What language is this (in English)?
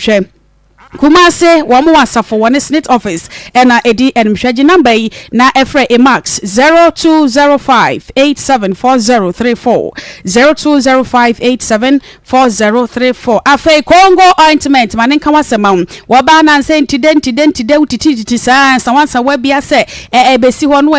Akan